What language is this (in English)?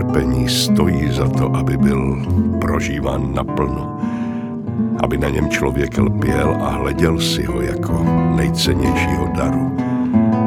Czech